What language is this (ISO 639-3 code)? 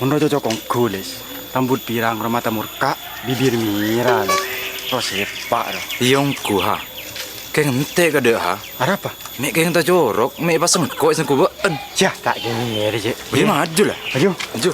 mad